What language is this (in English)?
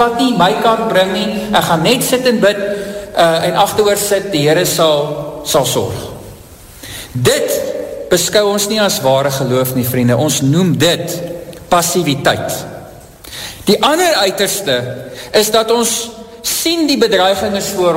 Afrikaans